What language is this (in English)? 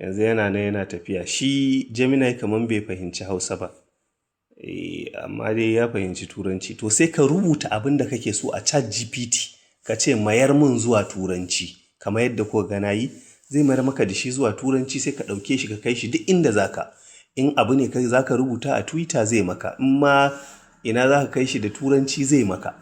Hausa